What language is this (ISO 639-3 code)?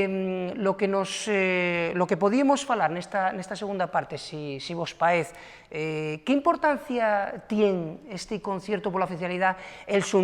ast